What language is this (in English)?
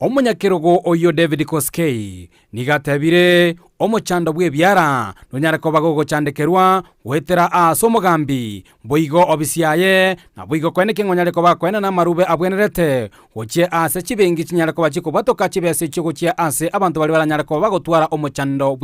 Gusii